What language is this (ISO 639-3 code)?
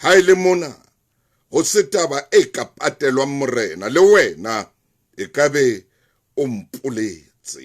sot